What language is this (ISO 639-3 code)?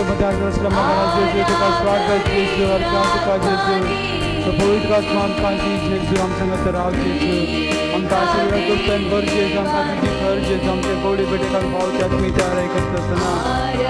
kok